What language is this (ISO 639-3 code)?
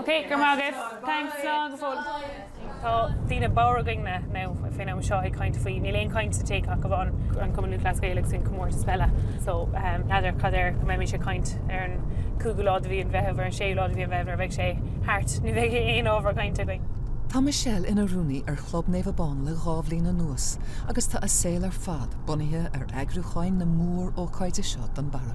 gle